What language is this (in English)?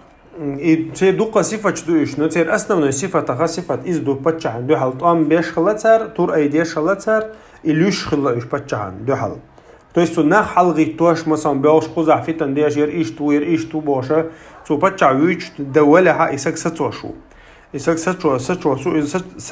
Chechen